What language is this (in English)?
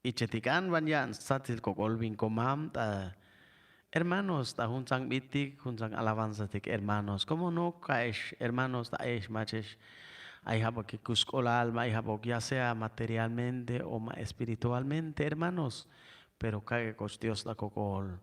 Chuj